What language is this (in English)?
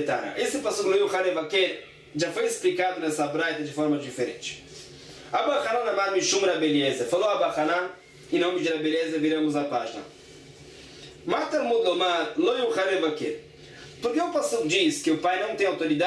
Portuguese